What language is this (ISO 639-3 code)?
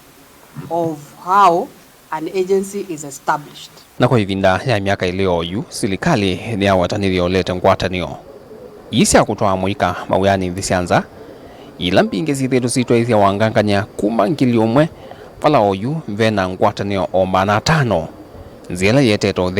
kam